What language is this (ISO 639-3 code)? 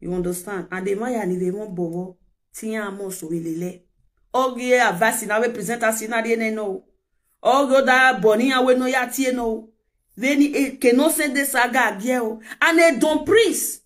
pcm